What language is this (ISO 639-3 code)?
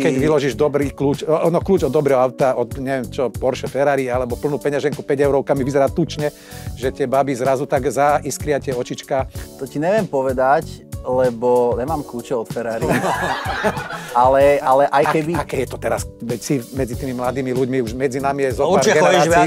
slk